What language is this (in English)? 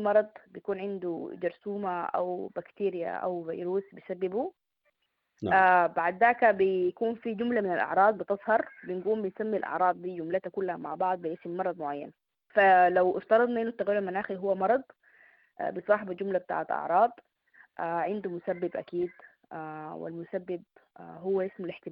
Sudanese Arabic